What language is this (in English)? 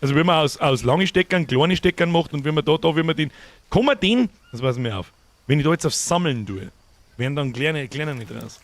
Bavarian